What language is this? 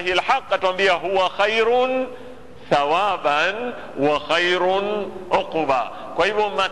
Swahili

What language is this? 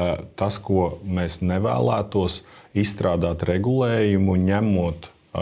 Latvian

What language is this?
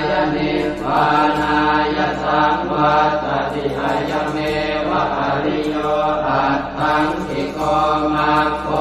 Pali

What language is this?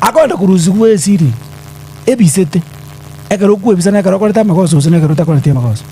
Gusii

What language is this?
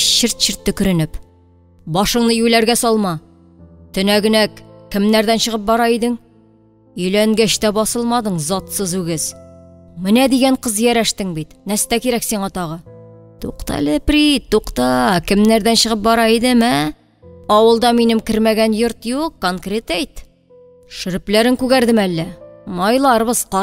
Tatar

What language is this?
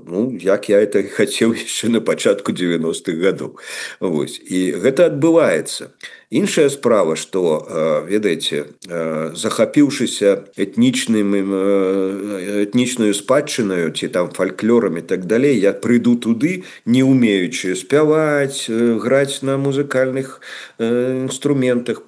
Belarusian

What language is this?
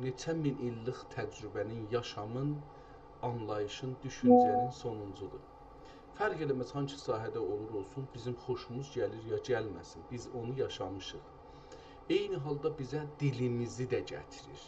South Azerbaijani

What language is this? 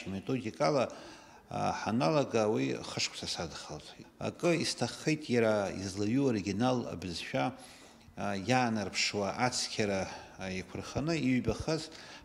Abkhazian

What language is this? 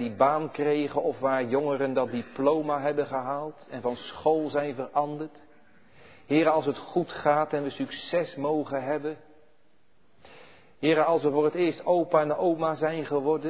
Dutch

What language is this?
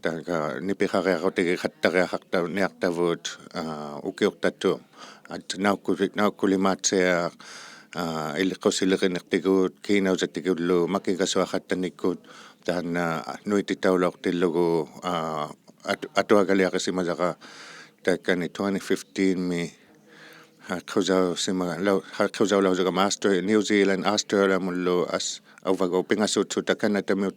Inuktitut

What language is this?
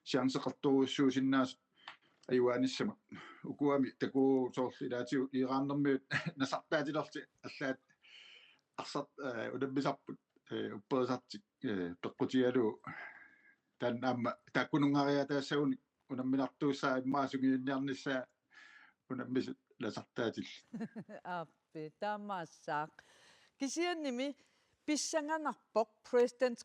Kalaallisut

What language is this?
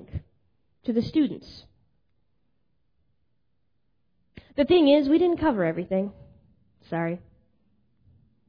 English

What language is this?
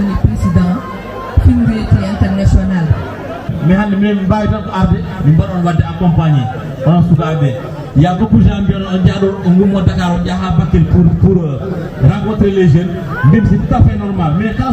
Fula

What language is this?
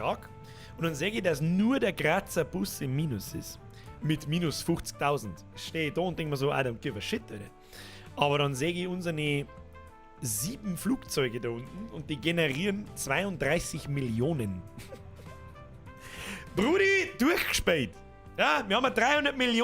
Bavarian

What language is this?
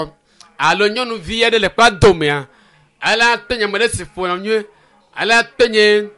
Ewe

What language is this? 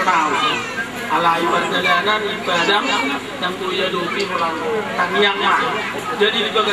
Batak Toba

